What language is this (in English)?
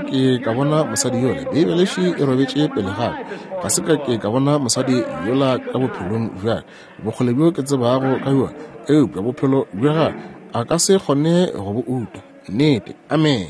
Northern Sotho